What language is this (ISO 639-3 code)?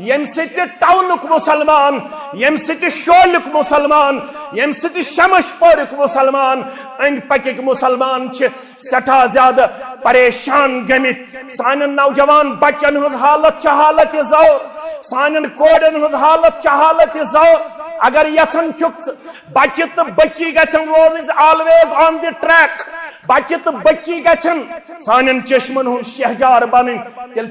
kas